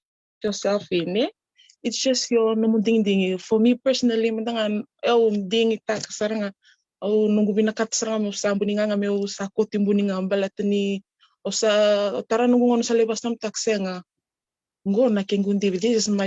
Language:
Fijian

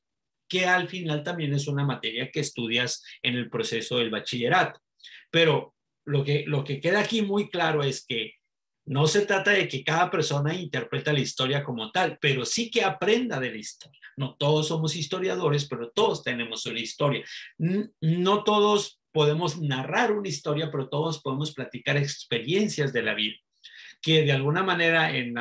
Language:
Spanish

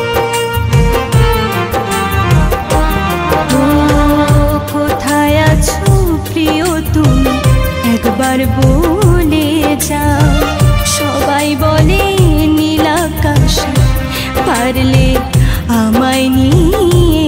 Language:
Bangla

